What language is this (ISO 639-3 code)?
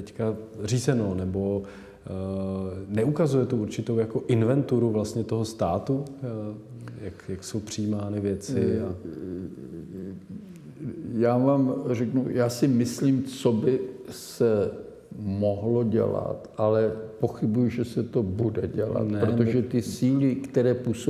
ces